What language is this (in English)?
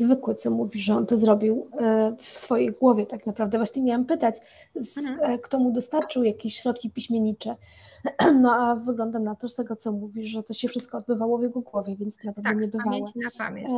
Polish